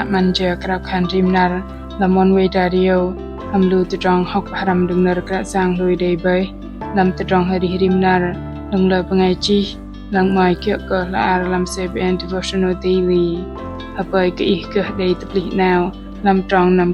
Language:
Bahnar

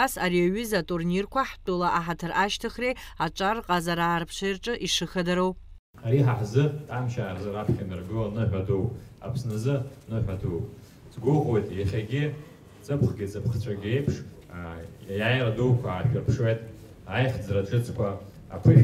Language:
Abkhazian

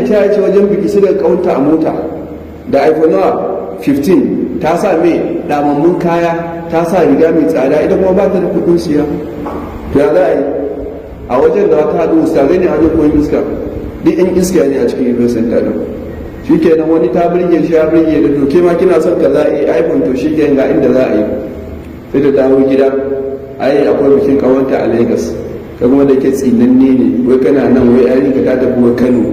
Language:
Hausa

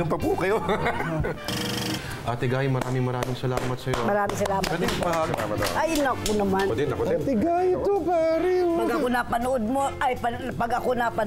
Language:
Filipino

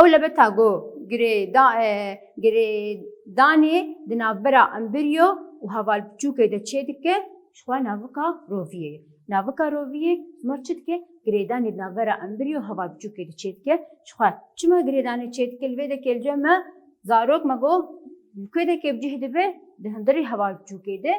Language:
Kurdish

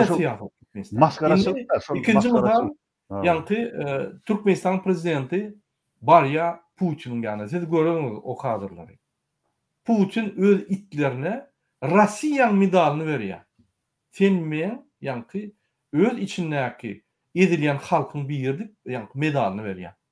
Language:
Turkmen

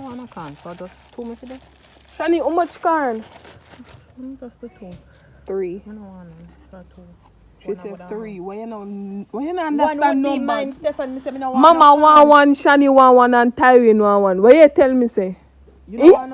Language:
Jamaican Creole English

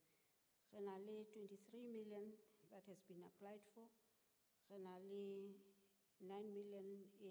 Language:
Southern Sotho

